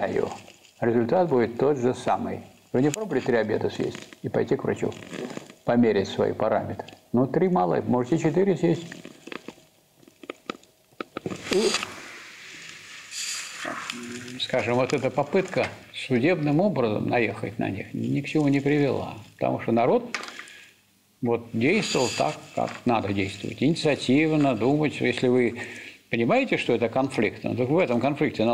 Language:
Russian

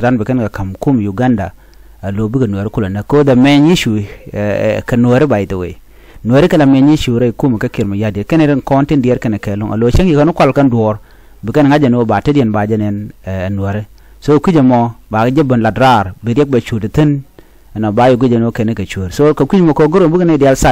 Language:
Nuer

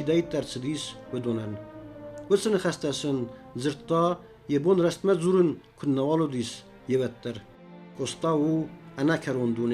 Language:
Ossetic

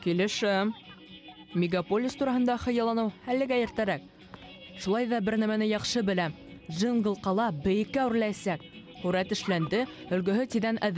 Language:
Bashkir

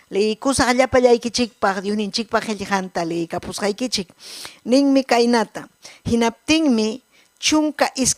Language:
Ayacucho Quechua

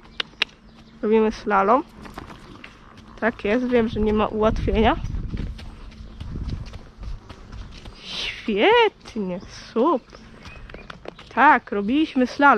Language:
Polish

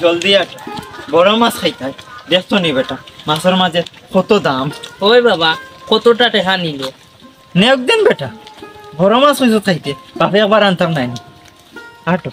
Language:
Sylheti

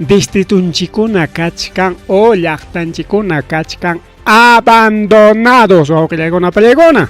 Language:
Ayacucho Quechua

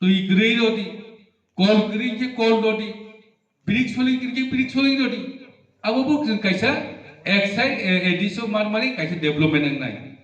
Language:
Riang (India)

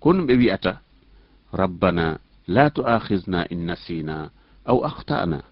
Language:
Fula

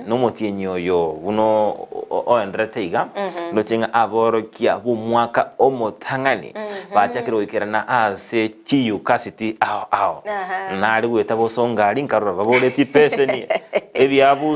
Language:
Gusii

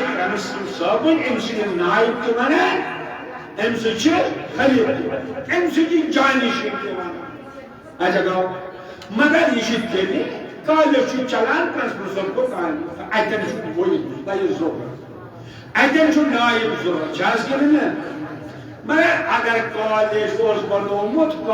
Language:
Kashmiri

